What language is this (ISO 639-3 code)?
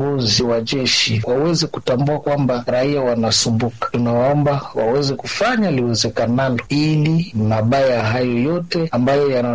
swa